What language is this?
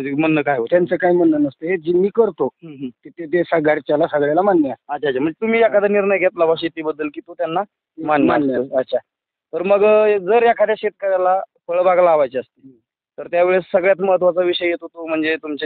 Marathi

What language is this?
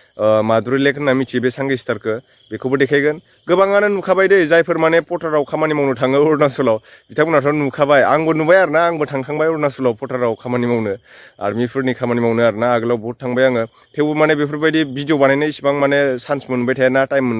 Bodo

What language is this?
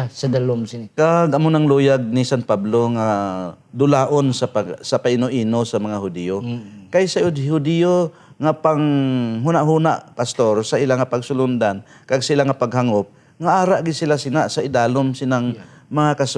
Hiligaynon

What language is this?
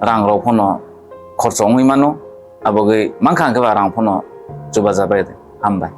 Kok Borok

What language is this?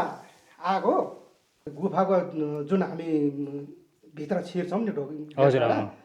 Nepali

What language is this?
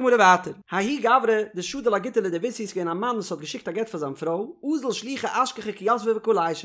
Yiddish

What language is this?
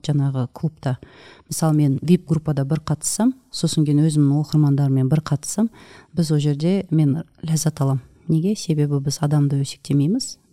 Kazakh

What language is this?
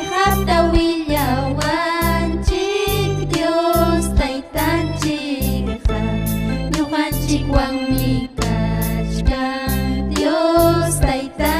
Ayacucho Quechua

